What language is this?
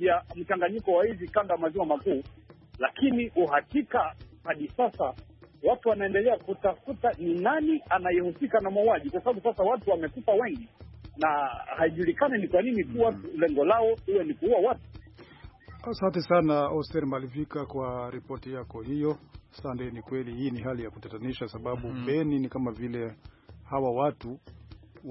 Swahili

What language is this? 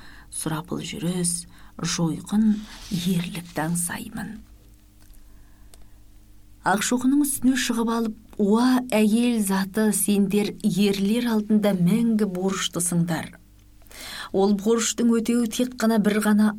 Kazakh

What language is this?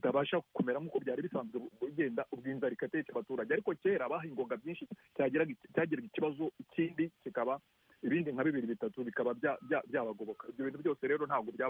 Kinyarwanda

